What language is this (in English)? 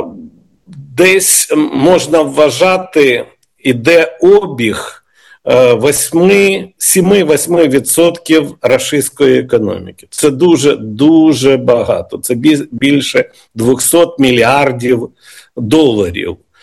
Ukrainian